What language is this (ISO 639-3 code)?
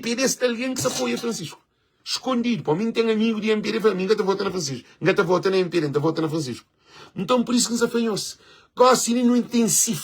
kea